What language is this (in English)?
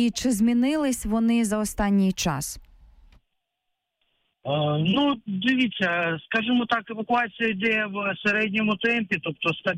Ukrainian